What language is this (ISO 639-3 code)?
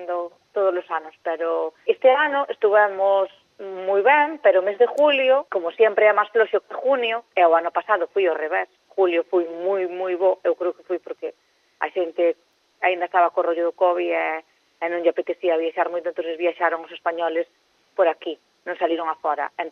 glg